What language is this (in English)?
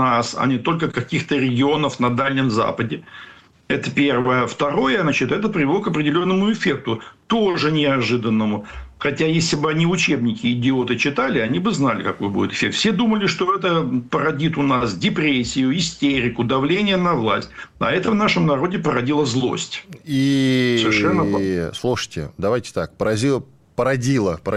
Russian